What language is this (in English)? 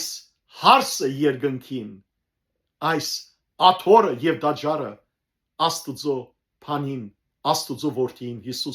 Western Armenian